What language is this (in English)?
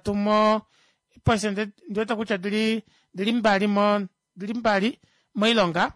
Kuanyama